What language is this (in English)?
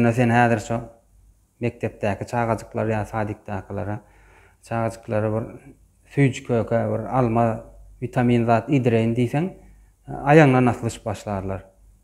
Turkmen